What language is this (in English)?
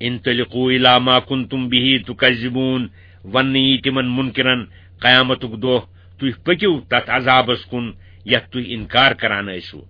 Kashmiri